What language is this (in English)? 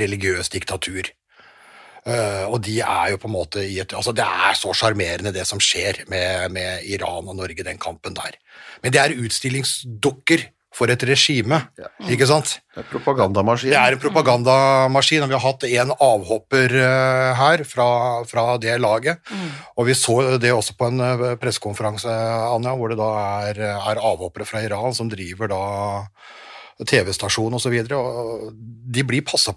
Norwegian